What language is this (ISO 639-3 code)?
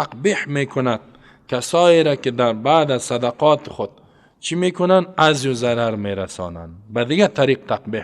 fas